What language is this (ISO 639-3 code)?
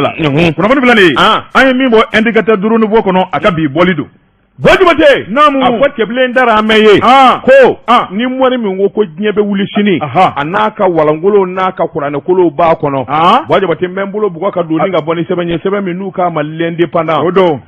bam